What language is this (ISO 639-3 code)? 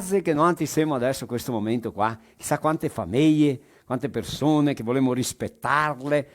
vec